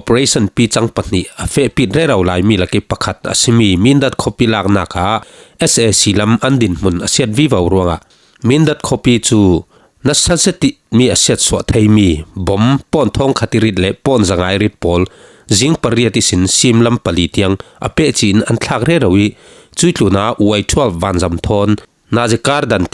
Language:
Falam Chin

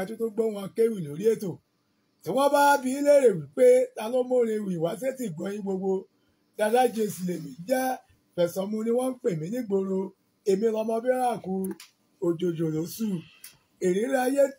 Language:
Yoruba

